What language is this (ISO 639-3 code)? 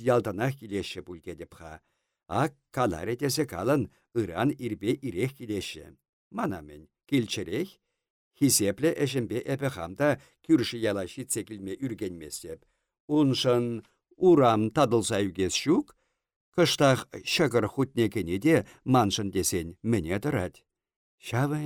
chv